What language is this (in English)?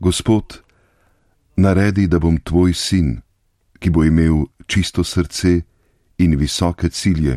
Slovenian